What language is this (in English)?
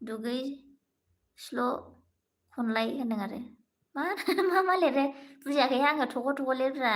Bodo